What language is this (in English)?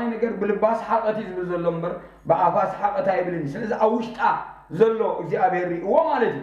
Tigrinya